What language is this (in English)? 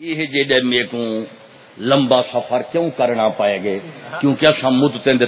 Saraiki